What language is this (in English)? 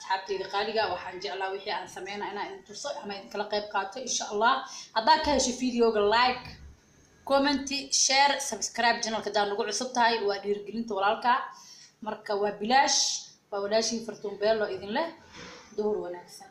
Somali